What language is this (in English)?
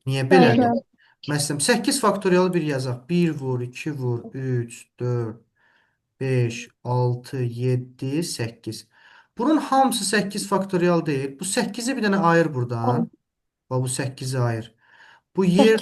Azerbaijani